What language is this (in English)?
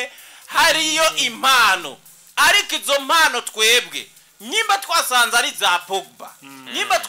Rundi